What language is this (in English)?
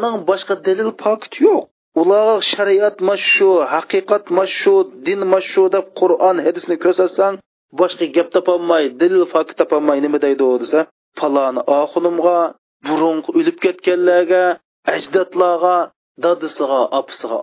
Uyghur